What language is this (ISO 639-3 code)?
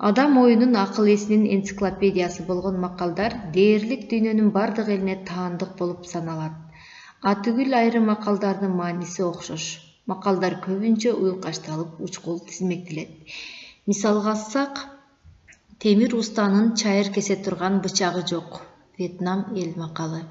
kir